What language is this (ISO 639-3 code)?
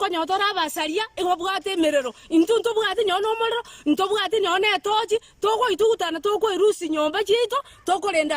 guz